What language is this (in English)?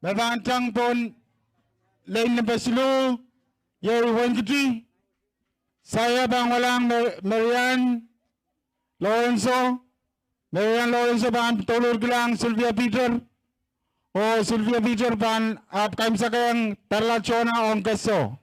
Pohnpeian